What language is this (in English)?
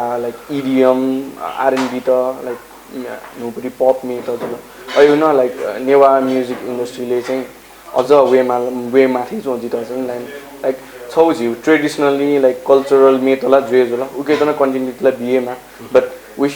Newari